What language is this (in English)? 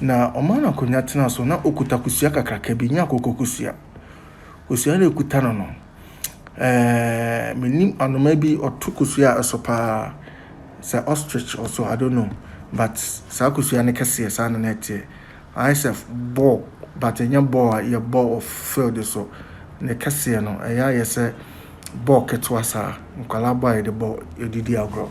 Akan